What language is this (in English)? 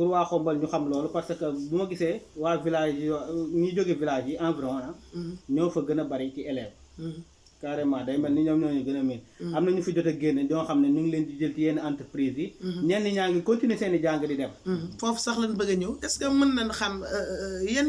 Wolof